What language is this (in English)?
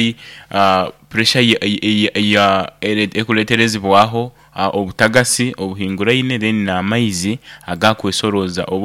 Nyoro